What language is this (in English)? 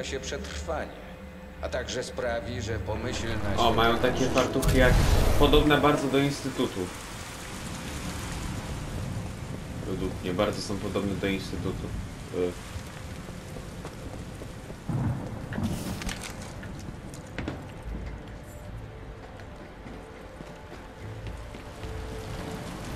Polish